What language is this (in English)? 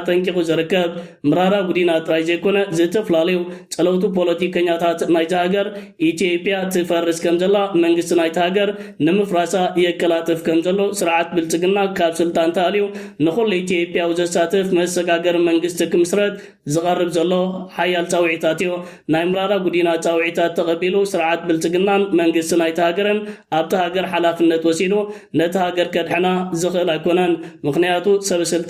Tigrinya